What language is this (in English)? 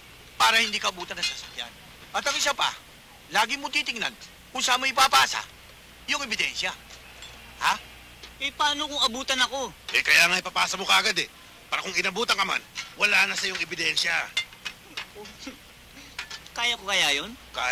Filipino